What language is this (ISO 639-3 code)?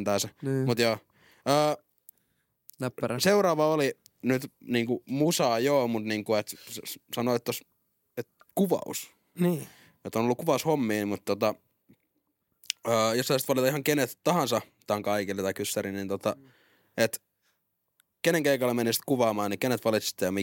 fin